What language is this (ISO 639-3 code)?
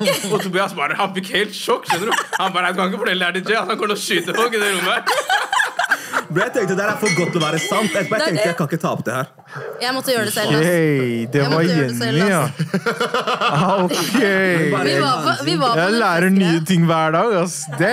nor